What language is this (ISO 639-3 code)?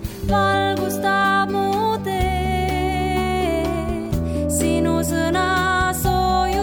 est